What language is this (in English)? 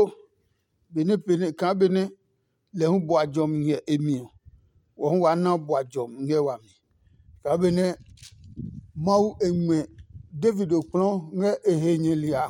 Adangme